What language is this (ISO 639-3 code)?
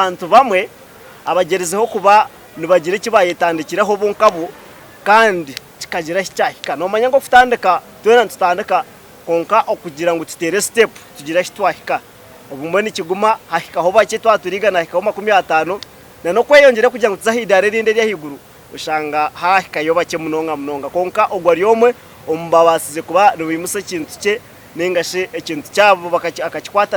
nyn